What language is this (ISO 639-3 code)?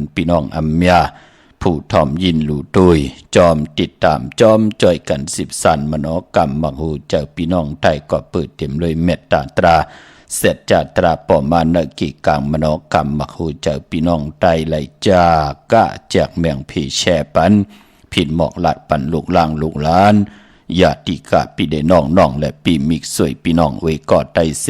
shn